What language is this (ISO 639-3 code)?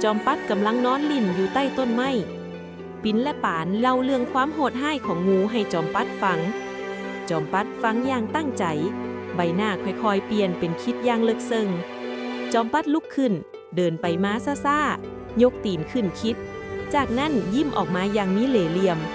lao